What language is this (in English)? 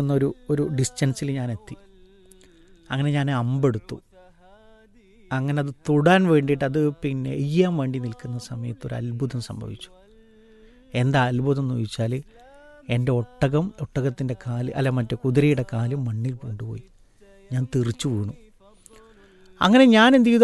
Malayalam